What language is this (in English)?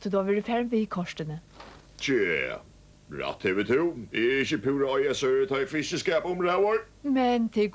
Faroese